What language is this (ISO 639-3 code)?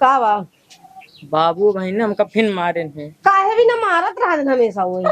awa